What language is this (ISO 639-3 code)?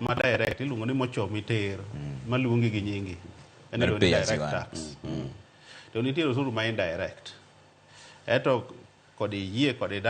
luo